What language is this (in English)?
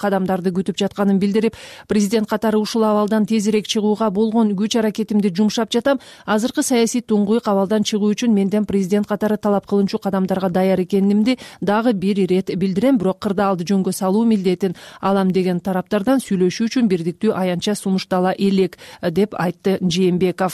Kyrgyz